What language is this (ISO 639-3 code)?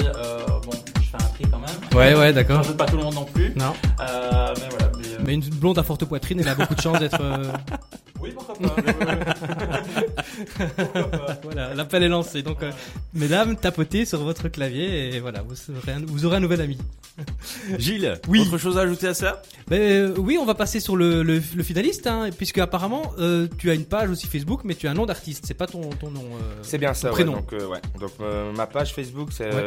fra